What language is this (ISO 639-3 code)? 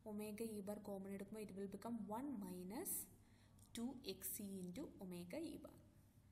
mal